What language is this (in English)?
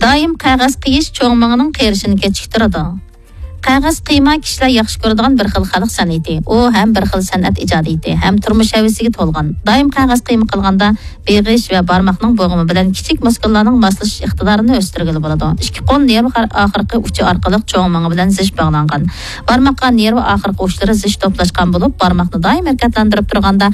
Uyghur